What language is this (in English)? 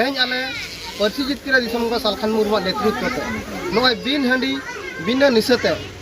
Santali